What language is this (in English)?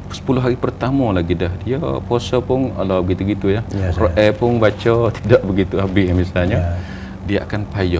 Malay